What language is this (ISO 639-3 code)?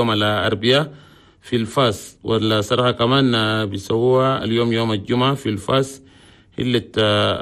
shu